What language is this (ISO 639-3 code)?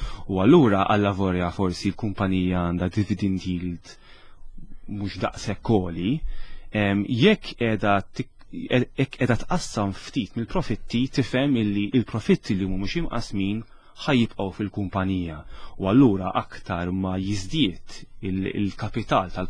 mlt